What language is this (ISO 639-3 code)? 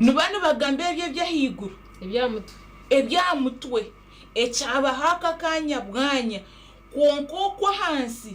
nyn